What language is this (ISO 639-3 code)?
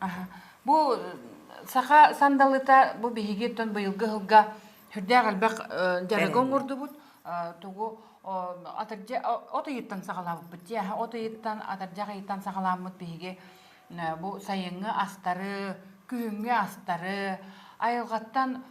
sah